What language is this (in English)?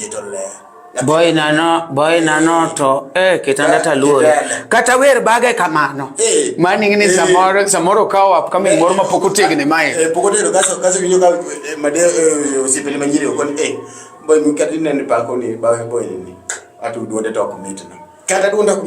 Luo (Kenya and Tanzania)